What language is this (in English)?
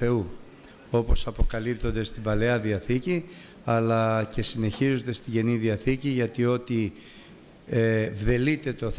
Greek